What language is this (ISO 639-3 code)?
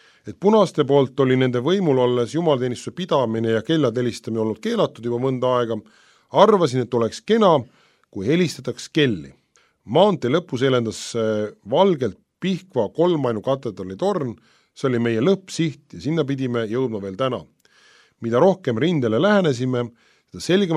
est